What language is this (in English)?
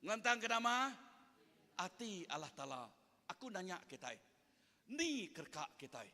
Iban